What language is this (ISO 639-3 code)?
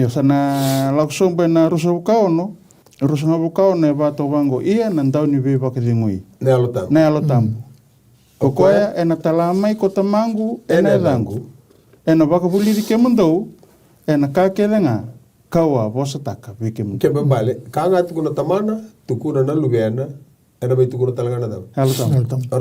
fij